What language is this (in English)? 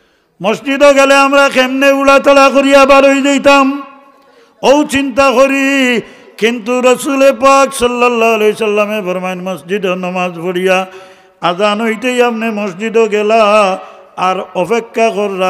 Sylheti